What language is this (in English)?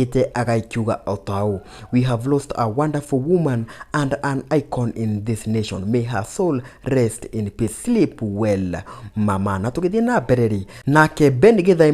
Kikuyu